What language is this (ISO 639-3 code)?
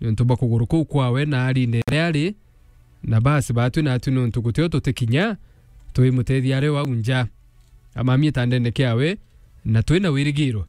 mer